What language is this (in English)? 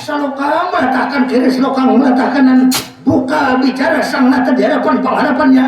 Banjar